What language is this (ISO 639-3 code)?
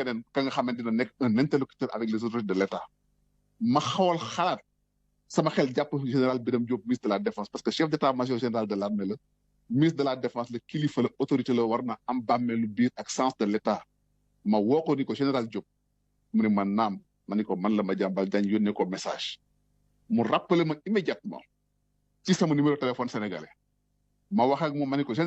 wol